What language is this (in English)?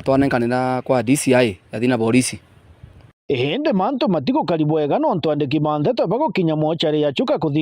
Meru